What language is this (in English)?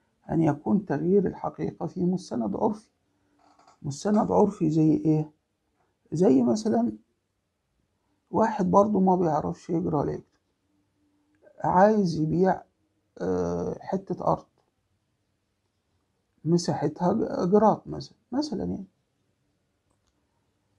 Egyptian Arabic